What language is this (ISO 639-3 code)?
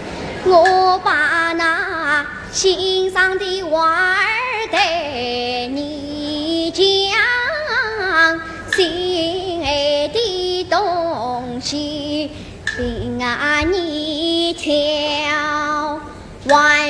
zho